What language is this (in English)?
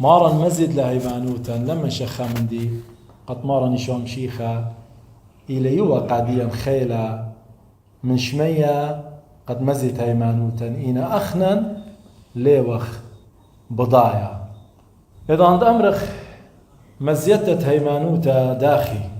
Assyrian Neo-Aramaic